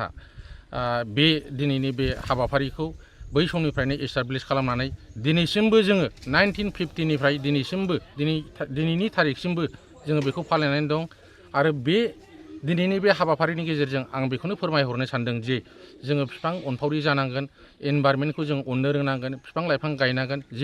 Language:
Bodo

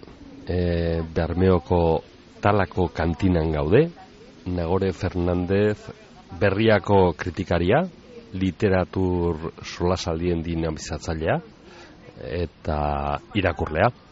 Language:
Basque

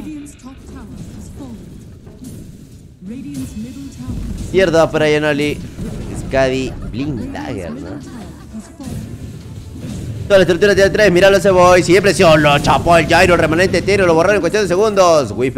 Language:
Spanish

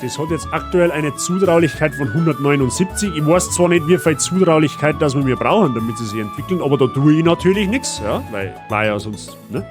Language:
Bavarian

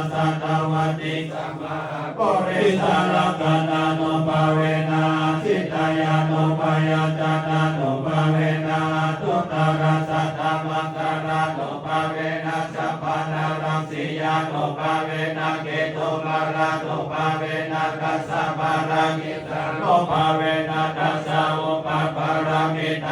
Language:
Pali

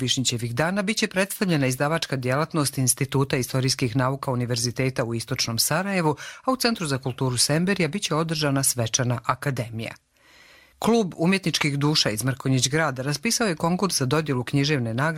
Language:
Croatian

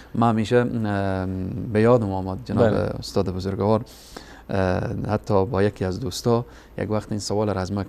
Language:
Persian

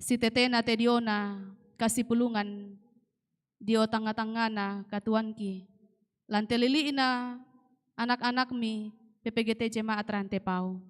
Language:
Toraja-Sa'dan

